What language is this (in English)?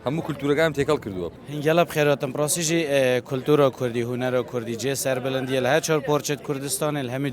Kurdish